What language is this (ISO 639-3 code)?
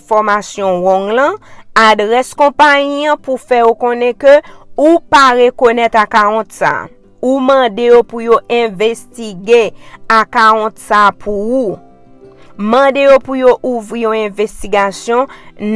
hat